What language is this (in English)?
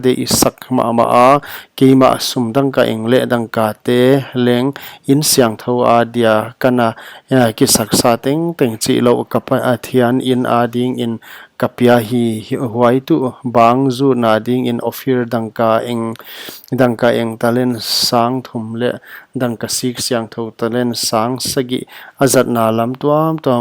Paite Chin